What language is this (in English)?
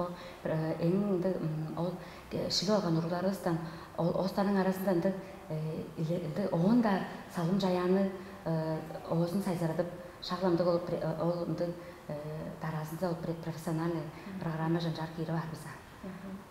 Tuvinian